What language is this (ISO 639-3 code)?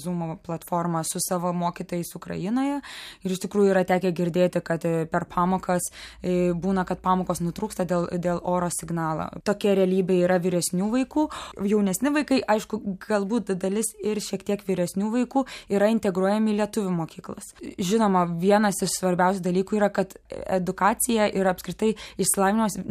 lit